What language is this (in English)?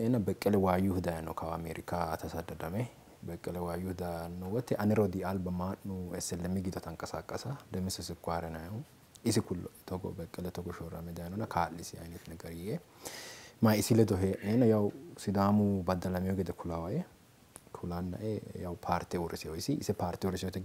Sidamo